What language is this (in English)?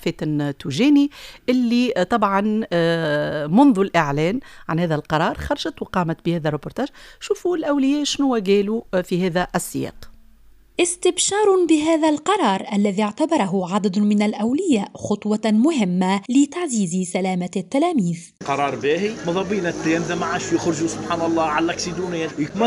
Tunisian Arabic